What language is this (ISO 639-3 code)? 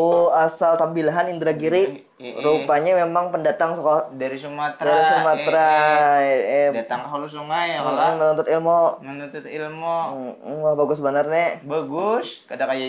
bjn